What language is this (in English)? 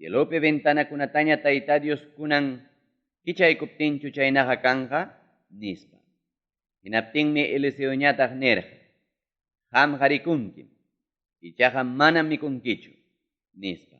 Ayacucho Quechua